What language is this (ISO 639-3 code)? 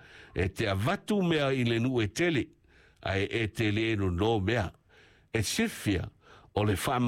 smo